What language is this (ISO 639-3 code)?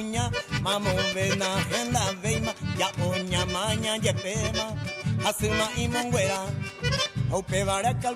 grn